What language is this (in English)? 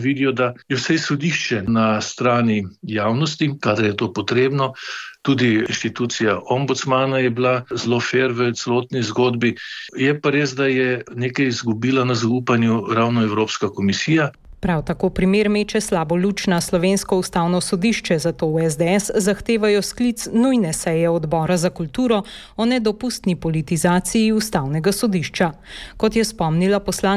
Slovenian